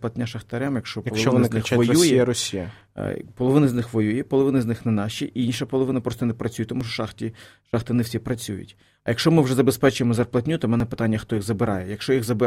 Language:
Ukrainian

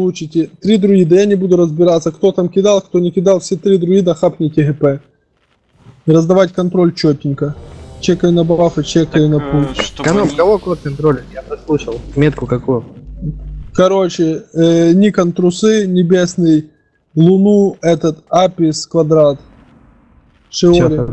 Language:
Russian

